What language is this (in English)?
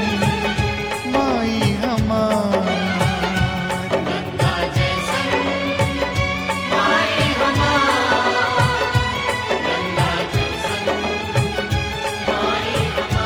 Bhojpuri